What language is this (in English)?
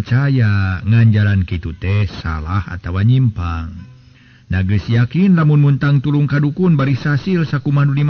Sundanese